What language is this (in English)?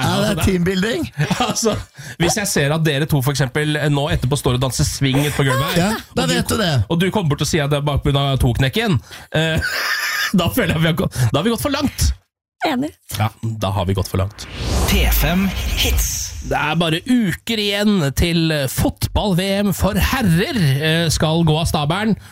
Norwegian